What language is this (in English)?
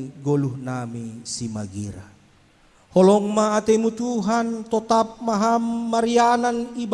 Batak Simalungun